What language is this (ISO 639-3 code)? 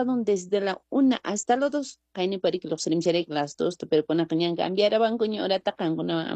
que